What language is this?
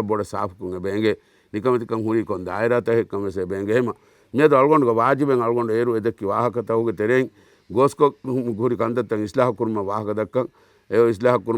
Divehi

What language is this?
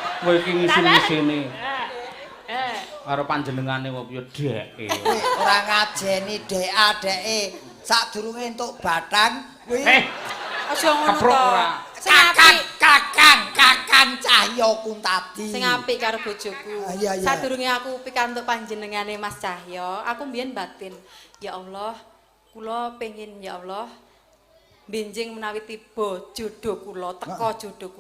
Javanese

